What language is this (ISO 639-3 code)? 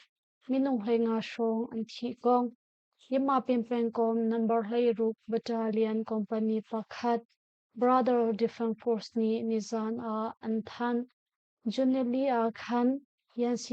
cnh